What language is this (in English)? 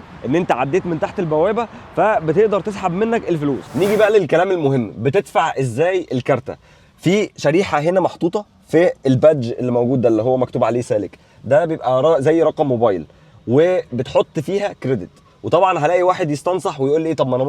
Egyptian Arabic